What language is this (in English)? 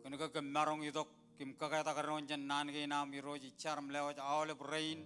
Marshallese